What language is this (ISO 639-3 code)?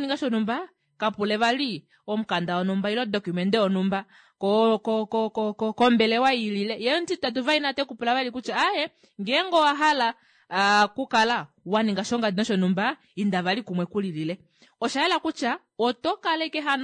kua